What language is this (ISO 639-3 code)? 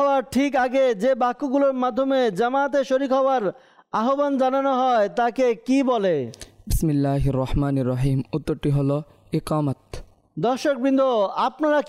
ben